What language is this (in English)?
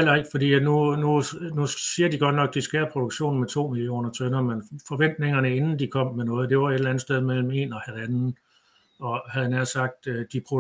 Danish